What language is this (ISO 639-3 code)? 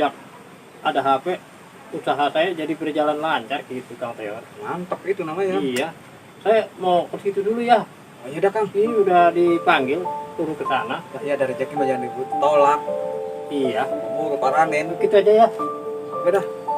bew